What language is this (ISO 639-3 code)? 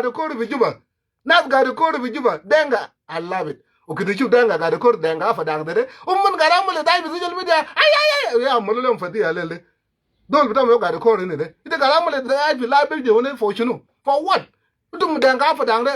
nus